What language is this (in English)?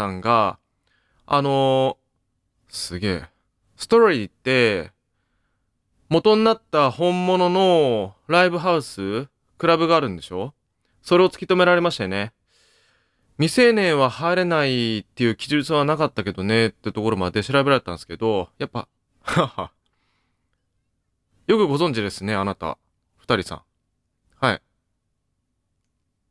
Japanese